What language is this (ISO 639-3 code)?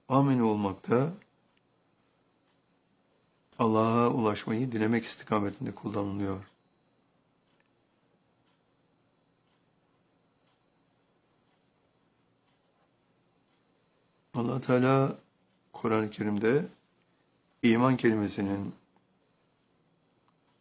tur